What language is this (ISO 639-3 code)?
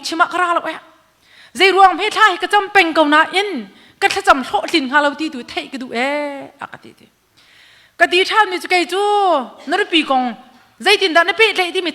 cnh